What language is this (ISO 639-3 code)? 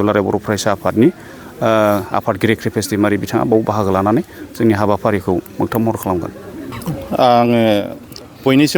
brx